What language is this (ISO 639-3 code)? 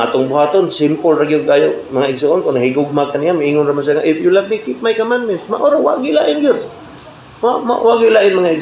ceb